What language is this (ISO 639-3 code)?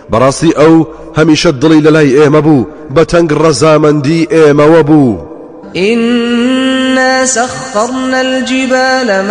ckb